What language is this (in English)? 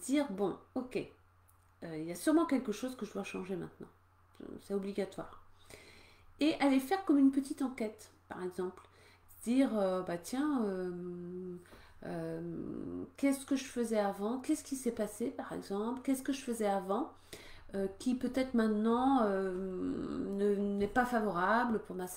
French